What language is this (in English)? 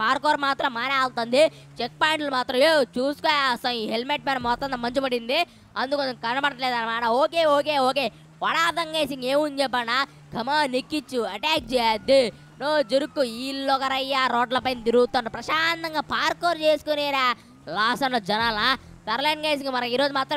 Telugu